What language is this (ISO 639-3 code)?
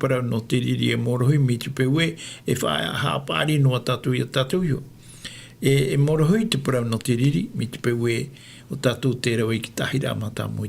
tah